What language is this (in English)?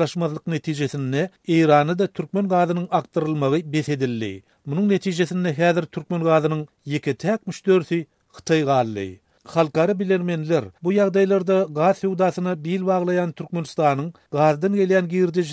Turkmen